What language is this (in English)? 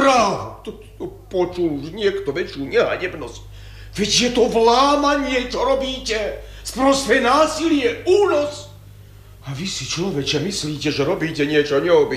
Slovak